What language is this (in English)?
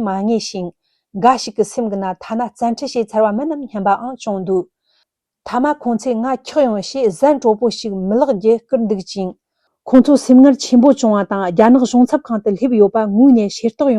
Tibetan